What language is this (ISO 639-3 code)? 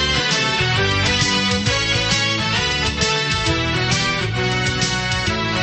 tam